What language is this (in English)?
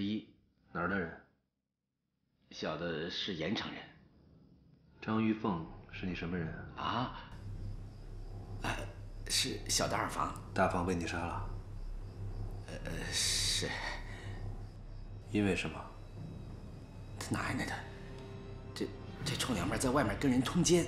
Chinese